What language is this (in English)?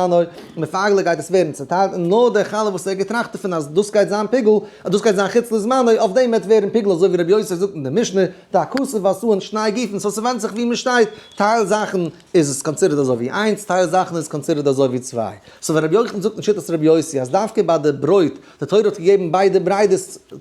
Yiddish